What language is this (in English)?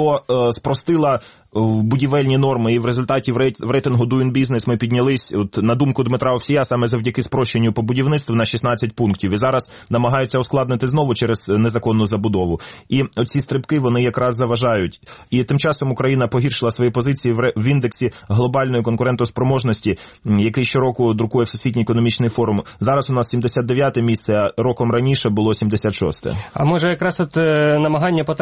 Ukrainian